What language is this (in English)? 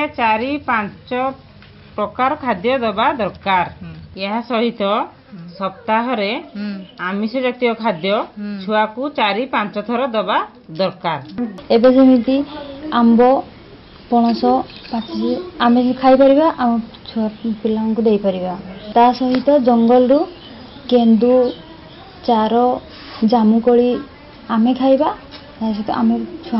Odia